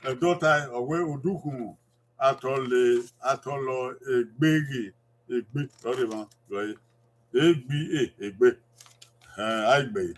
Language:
Bini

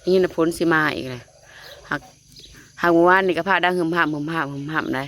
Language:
Northeastern Thai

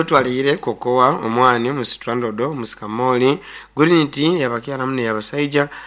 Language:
Nyoro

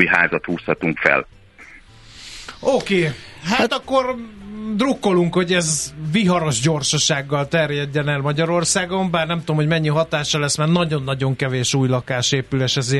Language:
Hungarian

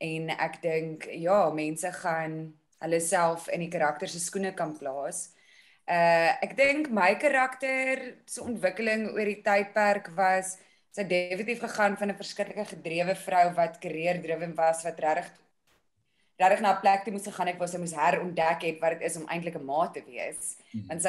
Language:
Afrikaans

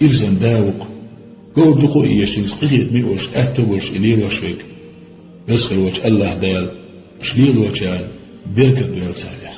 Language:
Chechen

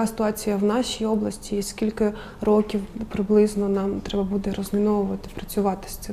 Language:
Ukrainian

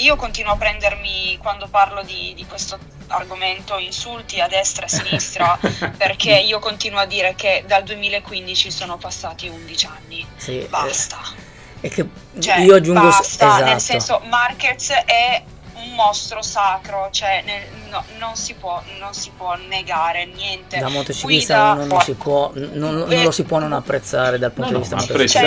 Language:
Italian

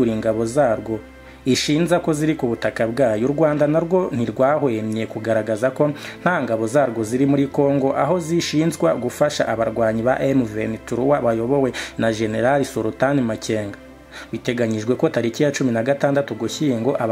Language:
Kinyarwanda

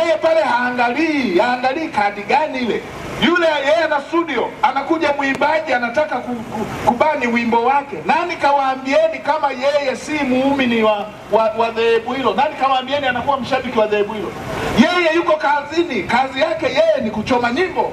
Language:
Swahili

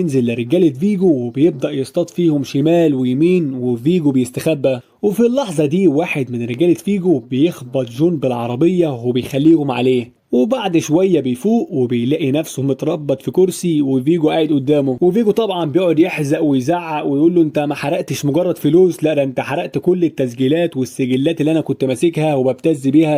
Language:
Egyptian Arabic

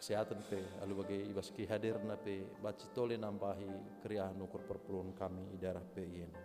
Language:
Batak Karo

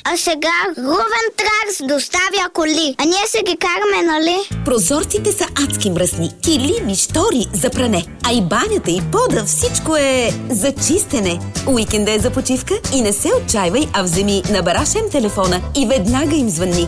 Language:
Bulgarian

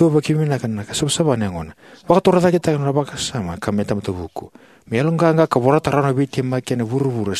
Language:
Fijian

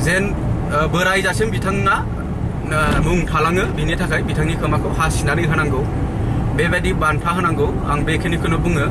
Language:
Bodo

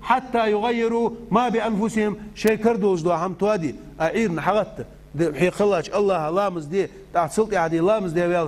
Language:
Ingush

